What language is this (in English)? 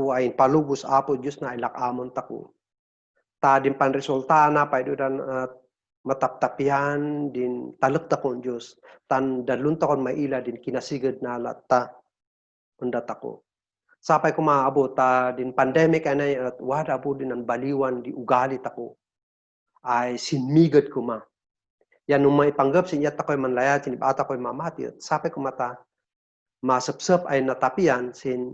Kankanaey